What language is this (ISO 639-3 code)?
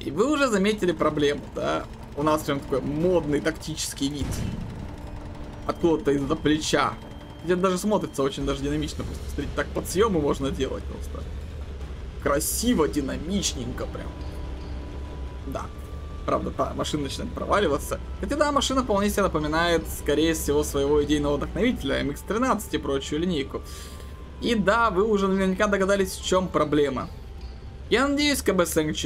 rus